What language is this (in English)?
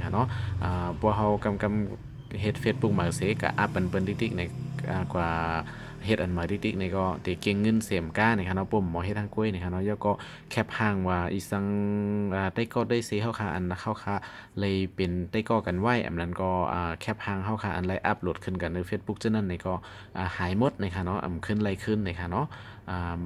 Shan